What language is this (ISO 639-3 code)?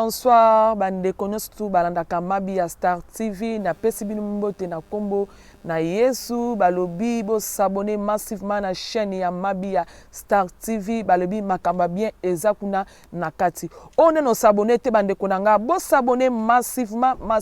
lin